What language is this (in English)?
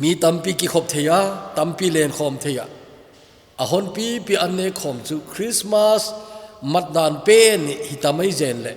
Thado Chin